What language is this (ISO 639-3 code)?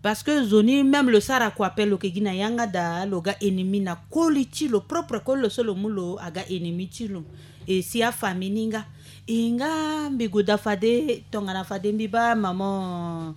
sag